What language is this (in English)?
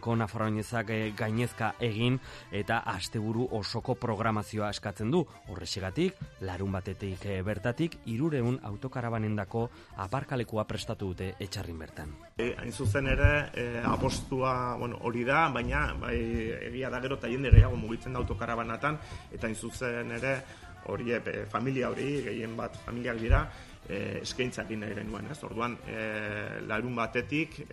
Basque